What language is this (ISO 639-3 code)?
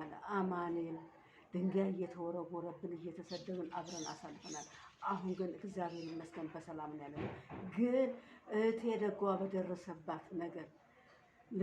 amh